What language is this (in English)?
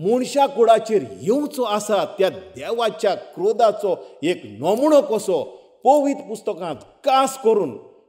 Konkani